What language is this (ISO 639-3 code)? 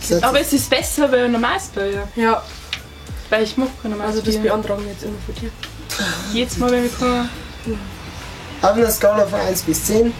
bar